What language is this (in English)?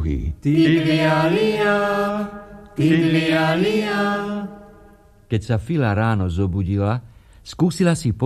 Slovak